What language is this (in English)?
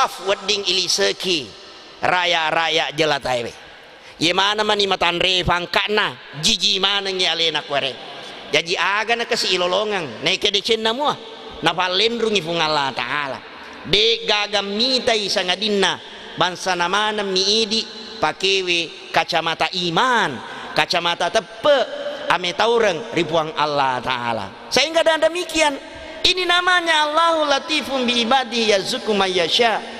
Buginese